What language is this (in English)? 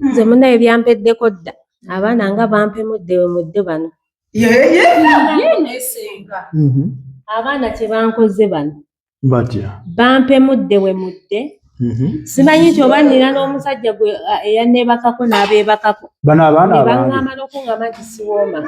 Ganda